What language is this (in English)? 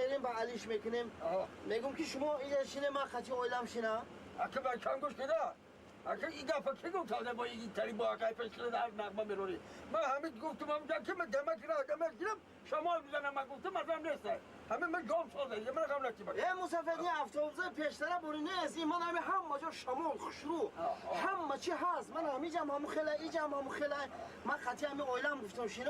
Tajik